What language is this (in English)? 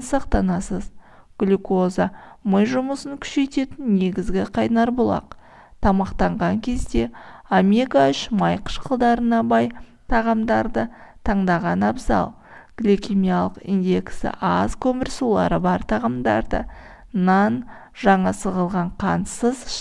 Kazakh